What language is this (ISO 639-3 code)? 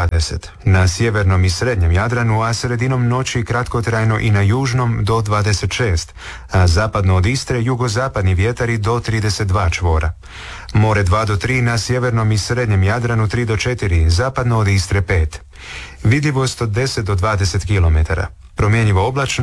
hrv